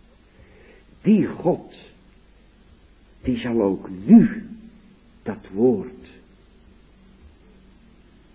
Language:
Dutch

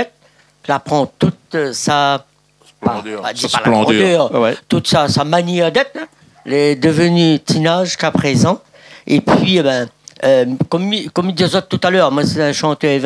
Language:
Réunion Creole French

